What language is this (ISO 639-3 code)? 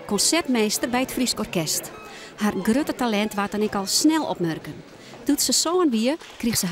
fry